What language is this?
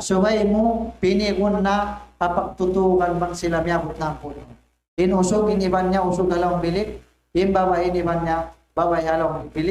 Tausug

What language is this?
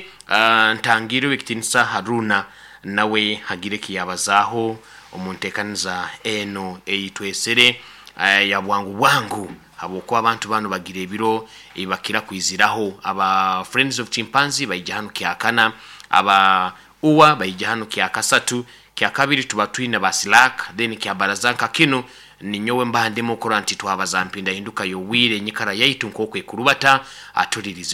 Nyoro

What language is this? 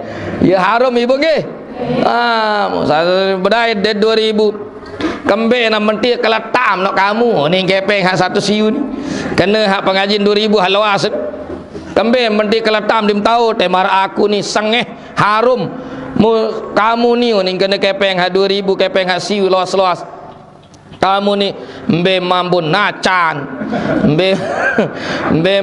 Sasak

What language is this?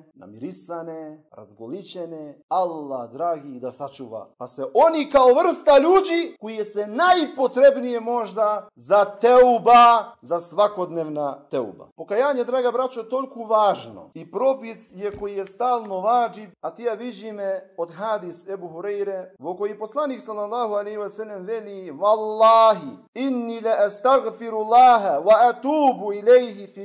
Bosnian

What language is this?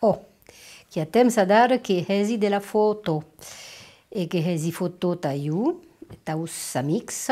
Occitan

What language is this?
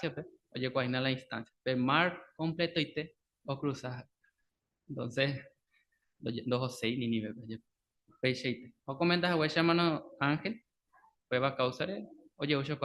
Guarani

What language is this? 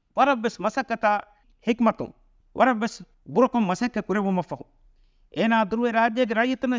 Divehi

